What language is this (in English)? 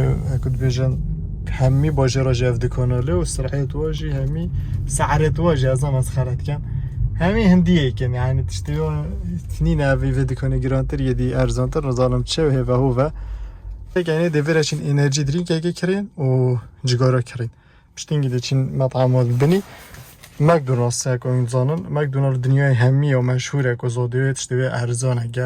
Kurdish